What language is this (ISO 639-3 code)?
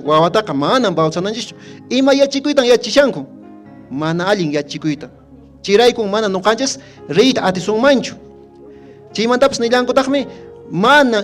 que